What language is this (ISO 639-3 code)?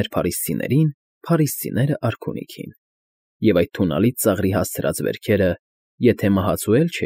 hye